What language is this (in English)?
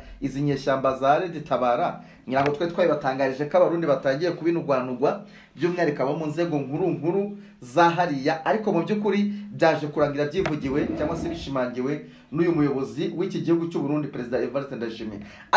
Kinyarwanda